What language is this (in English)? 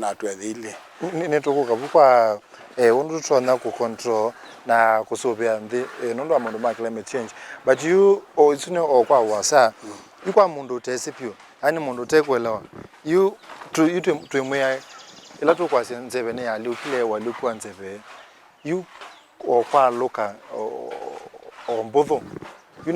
Kamba